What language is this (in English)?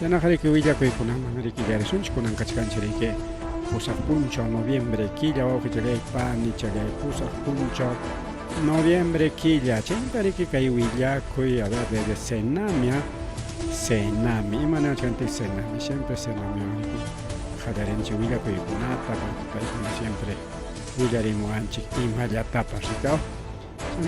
Ayacucho Quechua